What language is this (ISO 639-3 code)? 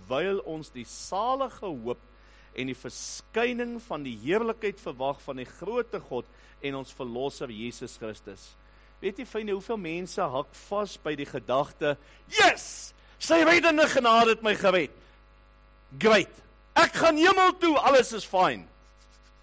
afr